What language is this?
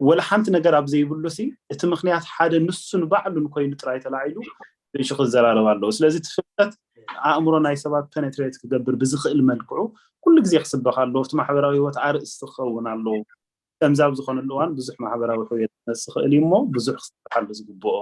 Tigrinya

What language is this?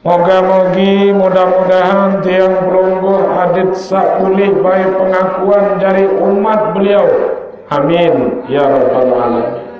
Sasak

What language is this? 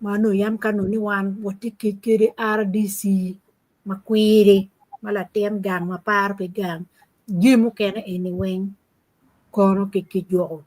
Acoli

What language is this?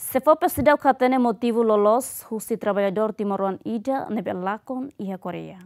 Tetum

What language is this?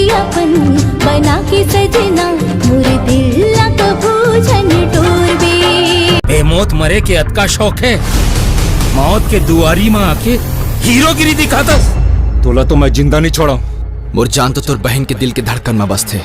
Chhattisgarhi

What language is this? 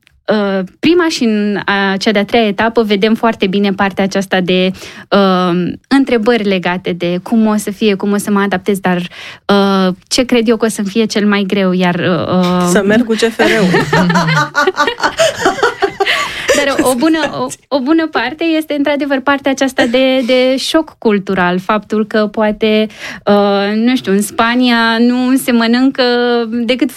Romanian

